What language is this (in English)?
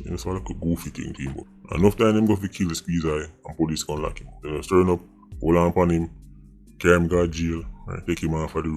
Jamaican Creole English